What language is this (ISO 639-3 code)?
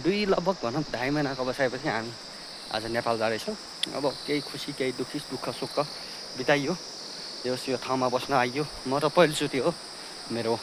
nep